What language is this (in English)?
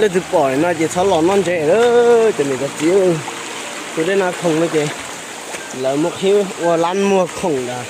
Hmong